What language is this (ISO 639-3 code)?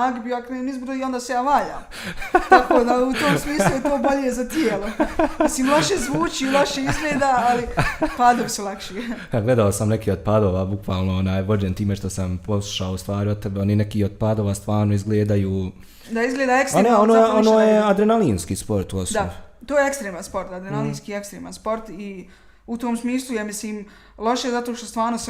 bos